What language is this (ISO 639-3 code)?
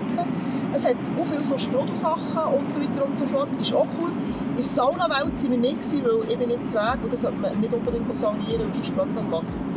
gsw